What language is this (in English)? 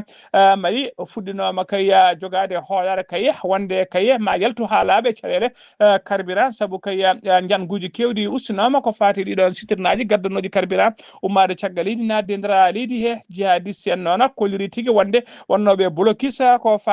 Fula